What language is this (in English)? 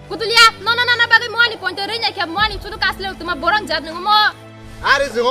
Kok Borok